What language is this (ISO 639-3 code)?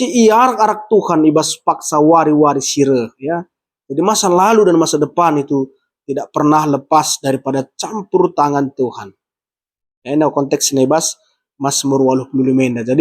btx